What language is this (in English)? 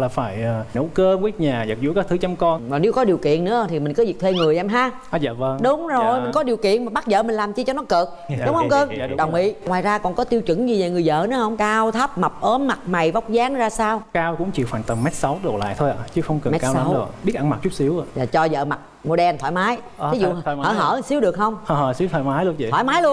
Vietnamese